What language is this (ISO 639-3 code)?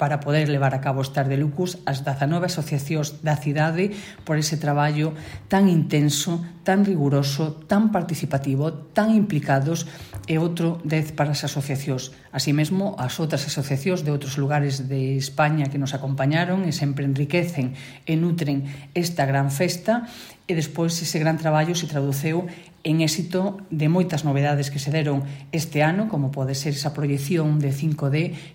glg